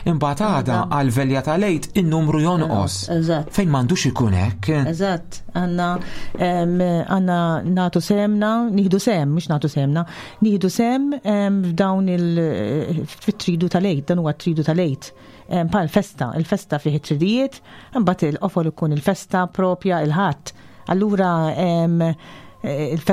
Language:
Maltese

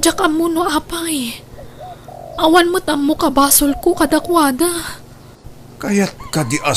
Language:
Iloko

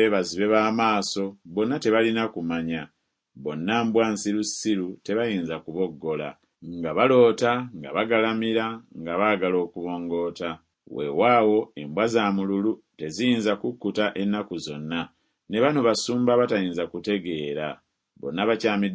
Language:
Ganda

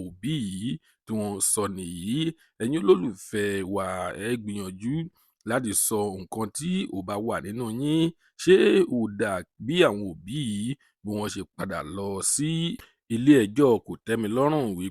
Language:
Yoruba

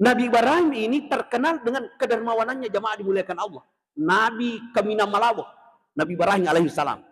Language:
Buginese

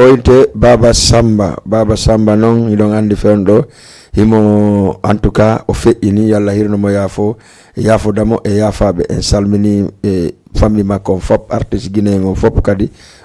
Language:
Fula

